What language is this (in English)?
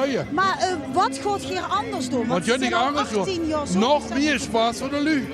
Limburgish